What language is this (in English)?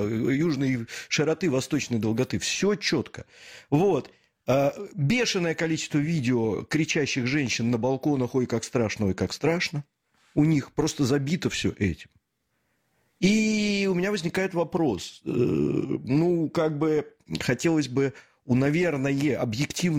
Russian